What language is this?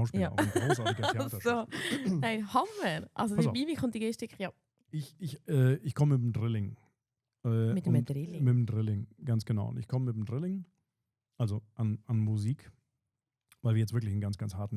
Swiss German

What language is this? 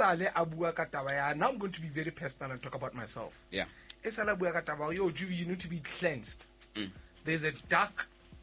Southern Sotho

